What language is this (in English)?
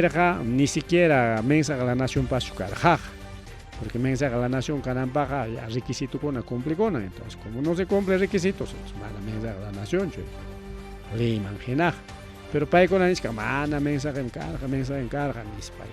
Ayacucho Quechua